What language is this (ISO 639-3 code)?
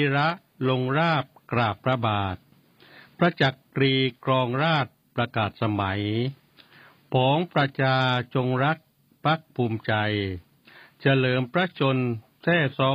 tha